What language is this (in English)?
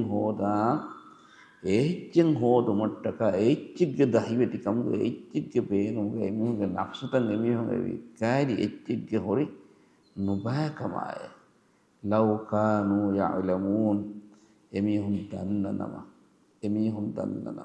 Divehi